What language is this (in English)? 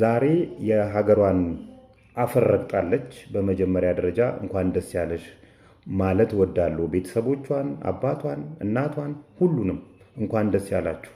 Amharic